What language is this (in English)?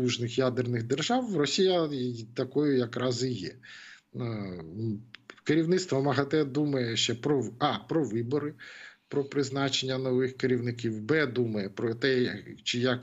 Ukrainian